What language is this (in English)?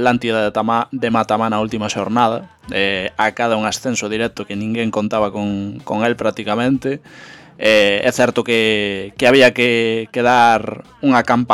Galician